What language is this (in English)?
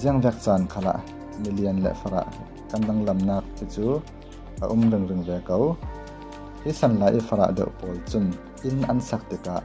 Falam Chin